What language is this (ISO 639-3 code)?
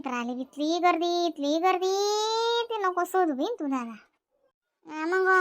khn